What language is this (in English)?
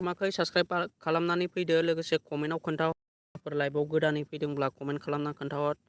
Bodo